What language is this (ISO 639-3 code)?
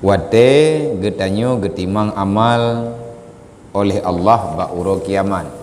ace